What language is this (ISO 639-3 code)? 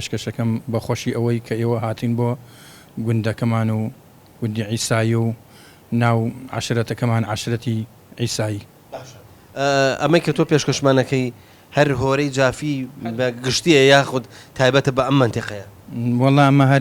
ckb